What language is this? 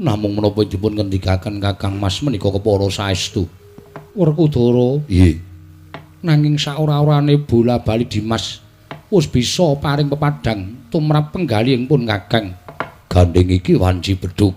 Javanese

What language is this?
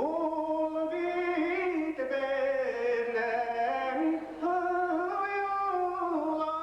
Bashkir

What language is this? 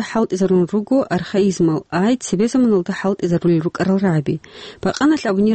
Avaric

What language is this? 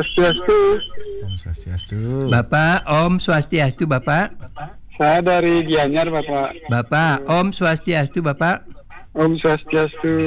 Balinese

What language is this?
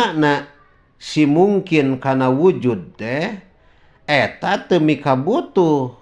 Sundanese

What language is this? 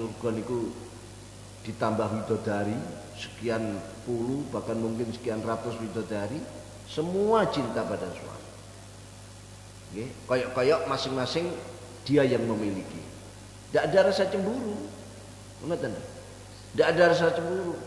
Indonesian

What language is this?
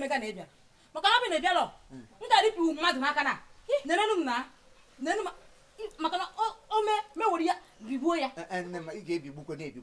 Igbo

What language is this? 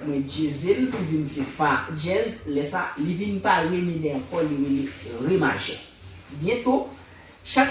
Haitian Creole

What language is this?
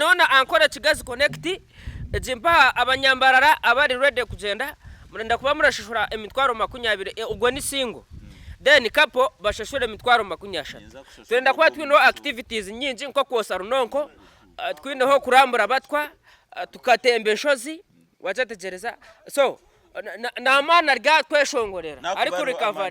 Nyankole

